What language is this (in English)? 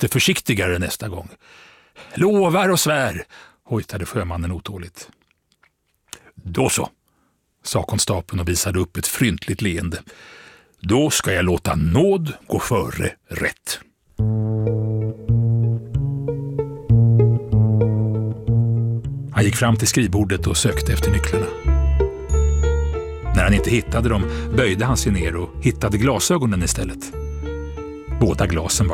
Swedish